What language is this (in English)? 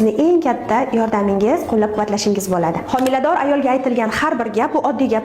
Uzbek